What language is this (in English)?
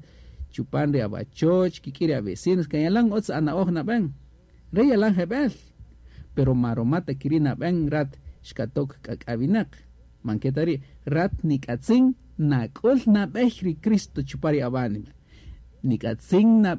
Kaqchikel